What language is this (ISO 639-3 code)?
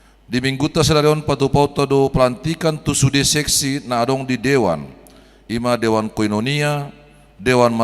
bbc